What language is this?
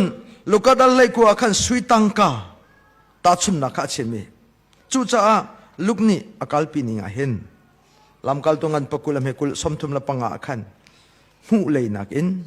Hakha Chin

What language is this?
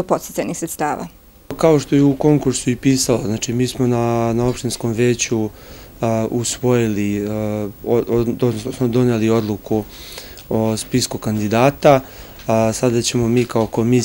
Serbian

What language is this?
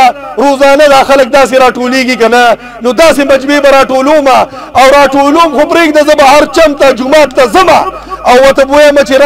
Pashto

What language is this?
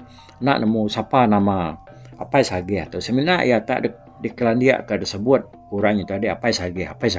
Iban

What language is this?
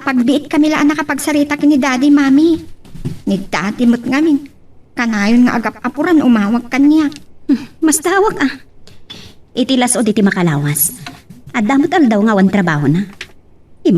Iloko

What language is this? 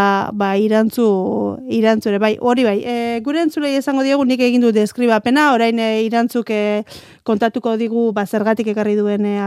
Basque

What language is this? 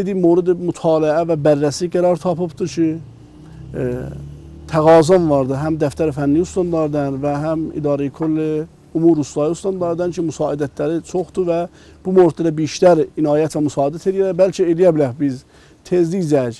South Azerbaijani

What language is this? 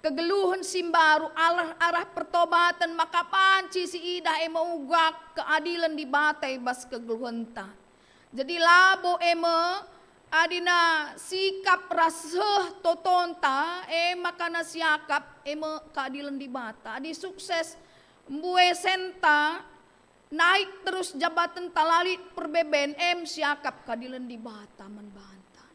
Batak Karo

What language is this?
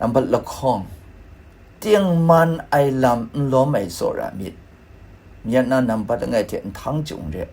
Kachin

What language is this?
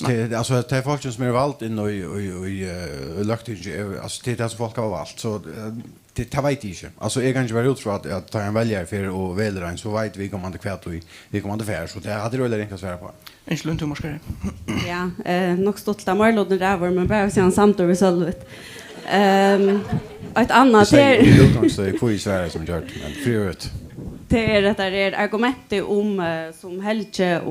Faroese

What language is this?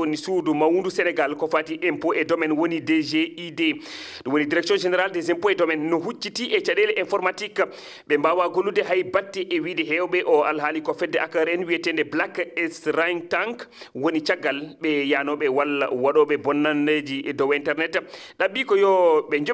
Fula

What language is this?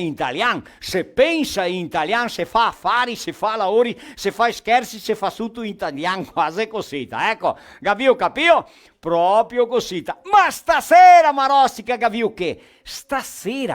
Venetian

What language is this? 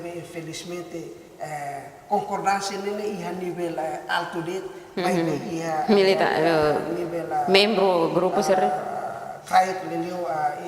Tetum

